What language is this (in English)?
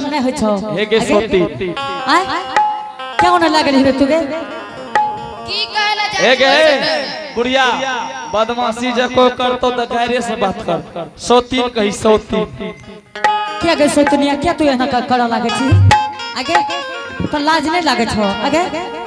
Angika